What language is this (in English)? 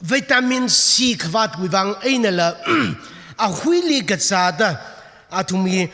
Tangkhul Naga (India)